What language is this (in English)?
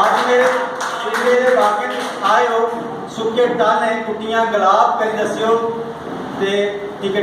Dogri